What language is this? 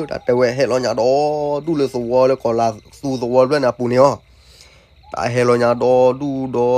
S'gaw Karen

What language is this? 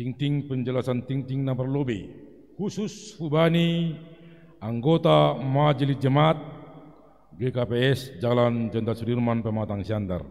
Batak Simalungun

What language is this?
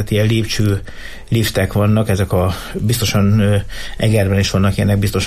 Hungarian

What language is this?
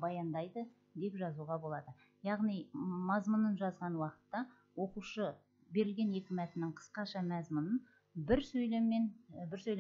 Kazakh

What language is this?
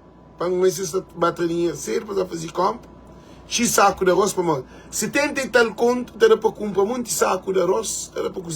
Kabuverdianu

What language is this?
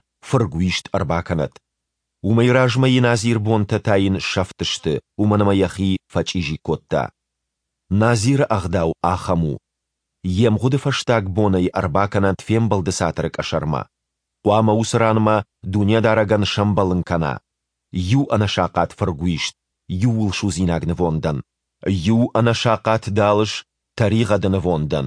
Ossetic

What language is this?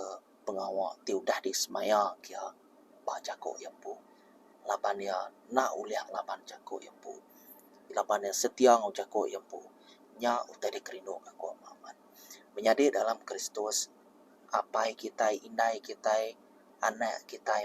Iban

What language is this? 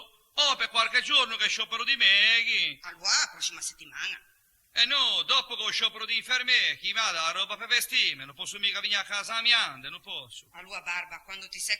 Ligurian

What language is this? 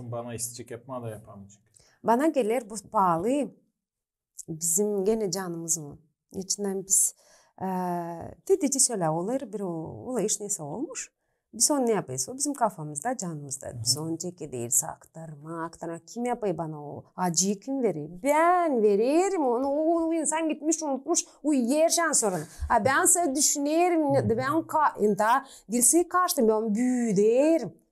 Gagauz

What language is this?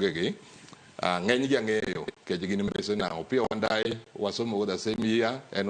Luo (Kenya and Tanzania)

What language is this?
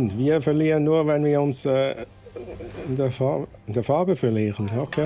Swiss German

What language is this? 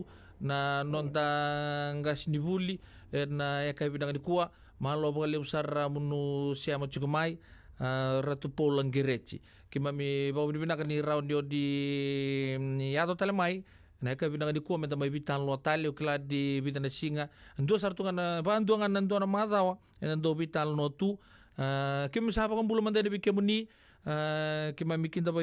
Fijian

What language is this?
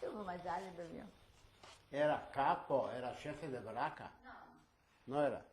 Ladino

